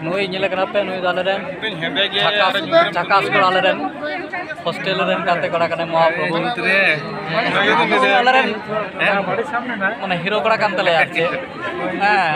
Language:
Santali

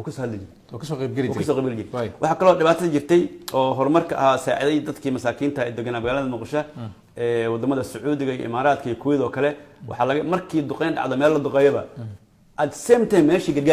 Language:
Somali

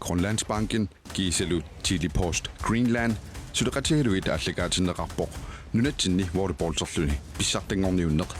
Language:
Kalaallisut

